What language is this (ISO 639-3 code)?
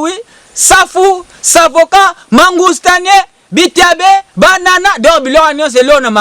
lin